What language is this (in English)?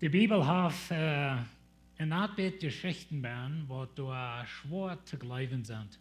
Plautdietsch